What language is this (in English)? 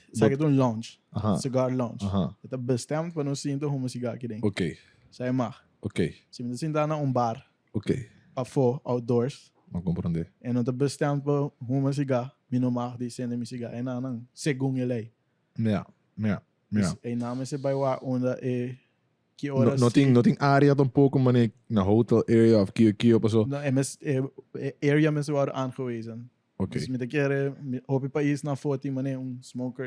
Papiamento